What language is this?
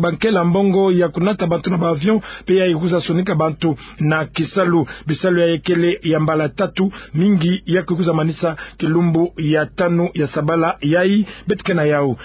Kituba (Democratic Republic of Congo)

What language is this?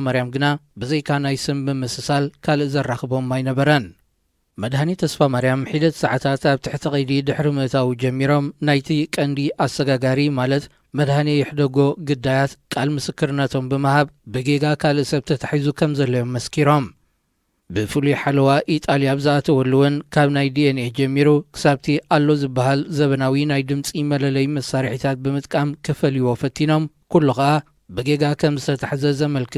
Tigrinya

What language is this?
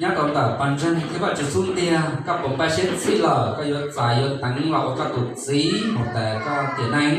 Hmong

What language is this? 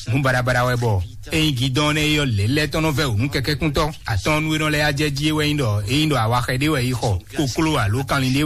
Fon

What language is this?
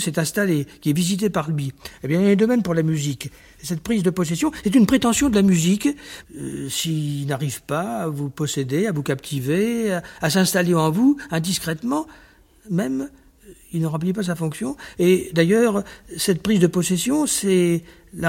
French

